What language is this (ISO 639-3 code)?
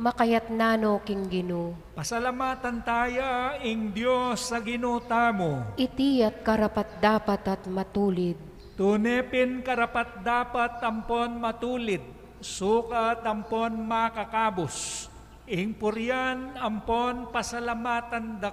pam